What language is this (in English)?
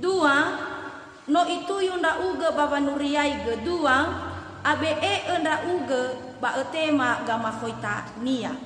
Nias